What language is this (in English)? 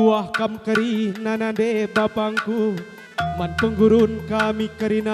Batak Karo